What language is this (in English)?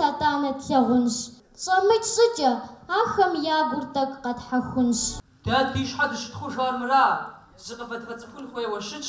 Kabardian